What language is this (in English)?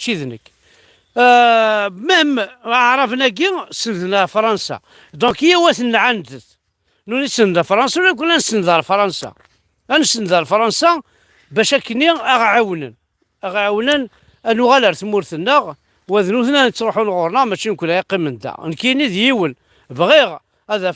Kabyle